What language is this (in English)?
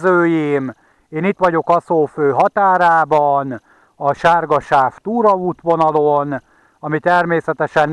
Hungarian